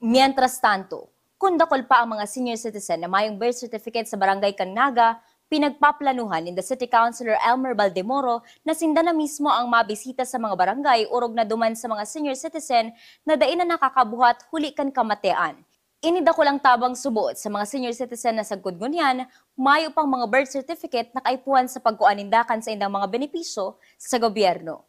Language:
Bikol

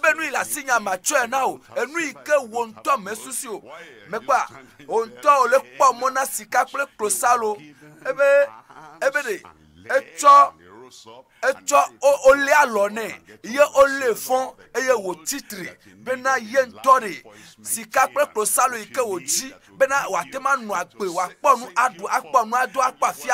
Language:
Ewe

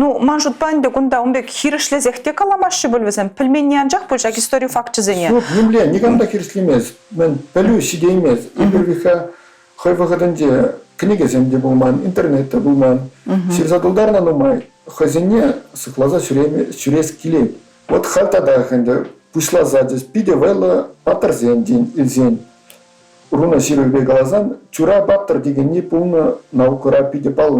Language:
Chuvash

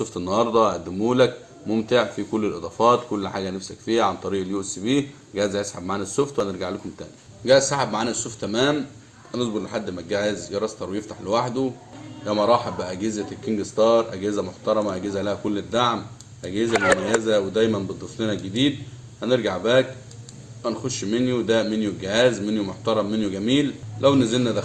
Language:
Egyptian Arabic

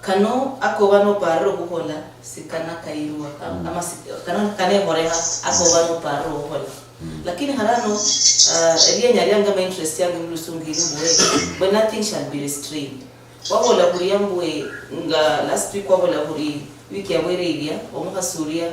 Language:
Luyia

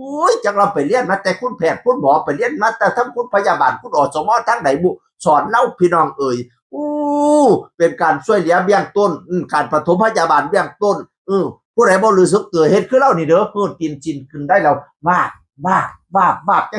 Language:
Northeastern Thai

